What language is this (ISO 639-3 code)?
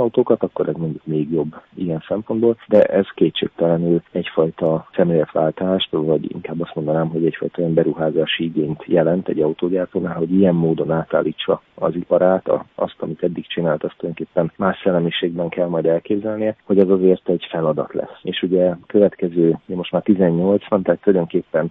hun